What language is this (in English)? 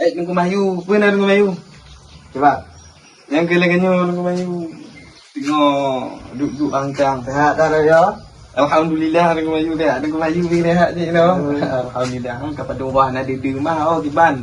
Achinese